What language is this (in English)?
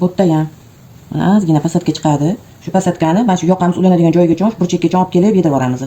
Uzbek